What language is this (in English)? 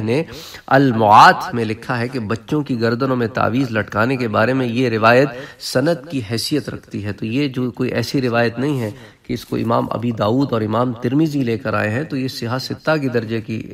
Urdu